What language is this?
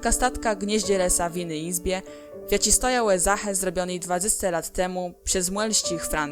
Kashubian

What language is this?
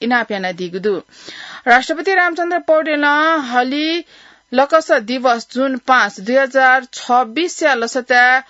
Newari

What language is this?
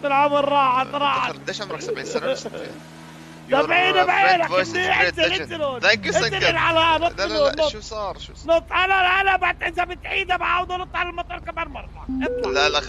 North Levantine Arabic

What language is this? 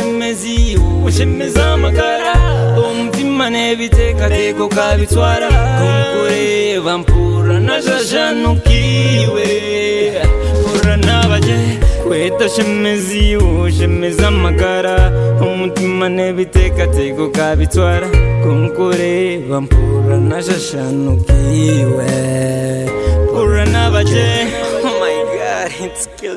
Kinyarwanda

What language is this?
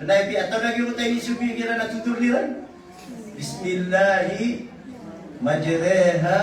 Maranao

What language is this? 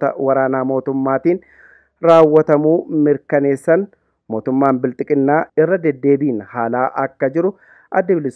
Oromo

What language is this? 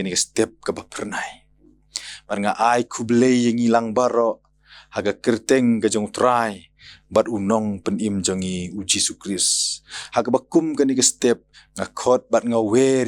Khasi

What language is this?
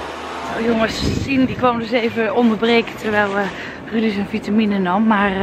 Dutch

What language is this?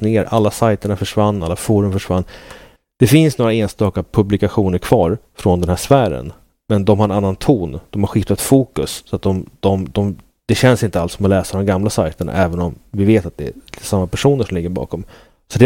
Swedish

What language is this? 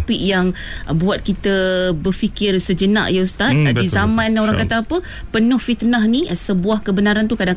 Malay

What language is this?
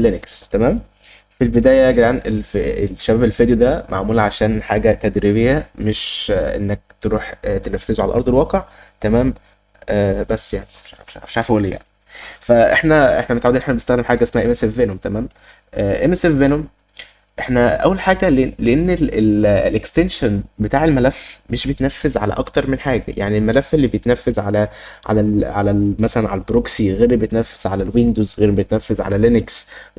Egyptian Arabic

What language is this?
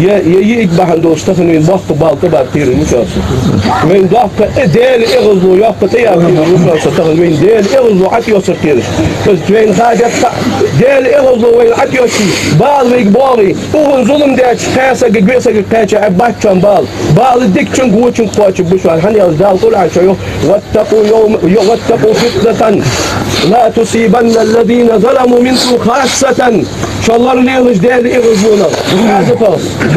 Ingush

